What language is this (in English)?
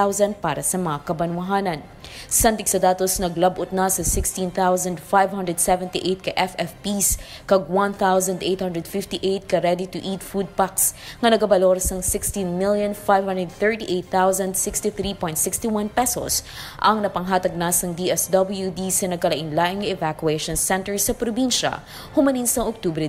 Hiligaynon